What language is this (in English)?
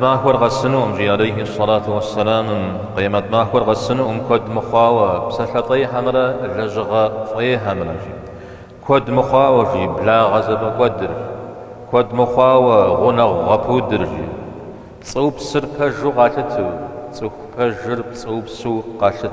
Kabardian